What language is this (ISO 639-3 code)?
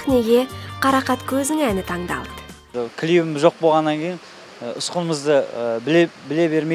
kaz